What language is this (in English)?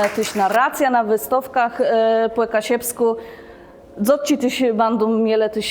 Kashubian